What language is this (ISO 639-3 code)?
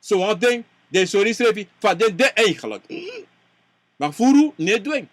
srn